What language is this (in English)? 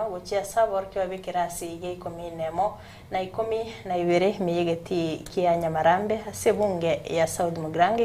Gusii